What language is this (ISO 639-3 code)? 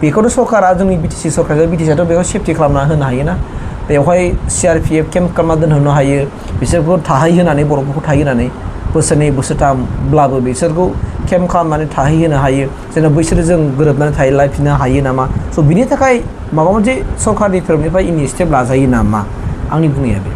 brx